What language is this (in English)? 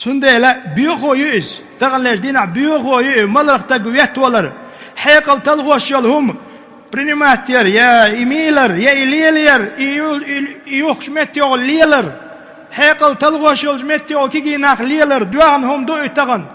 Chechen